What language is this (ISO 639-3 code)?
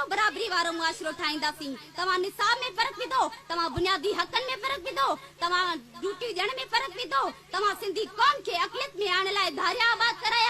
snd